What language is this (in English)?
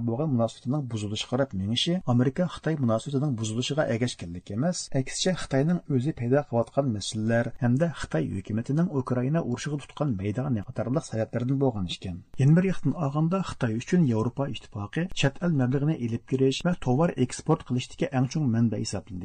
Uyghur